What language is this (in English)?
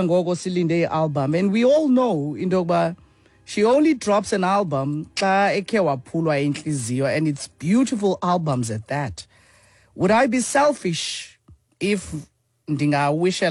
Xhosa